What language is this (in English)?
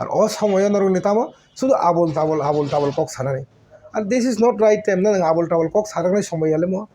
Kok Borok